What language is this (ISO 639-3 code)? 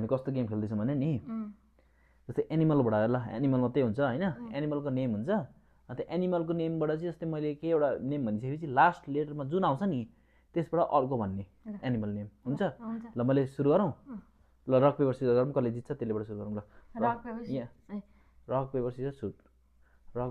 nep